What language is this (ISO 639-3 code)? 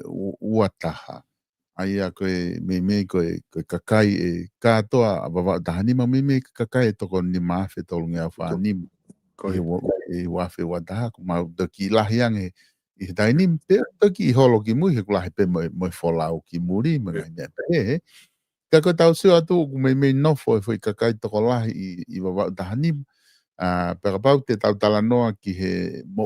ton